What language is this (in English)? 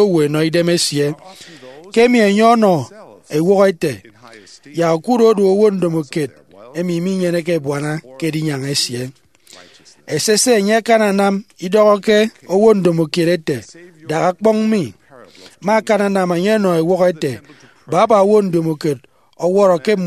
Efik